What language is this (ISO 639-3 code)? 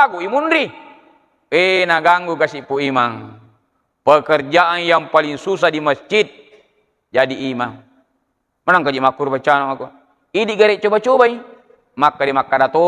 bug